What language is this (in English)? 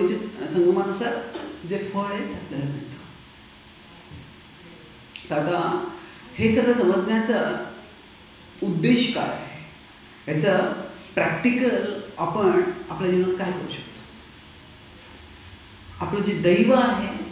Marathi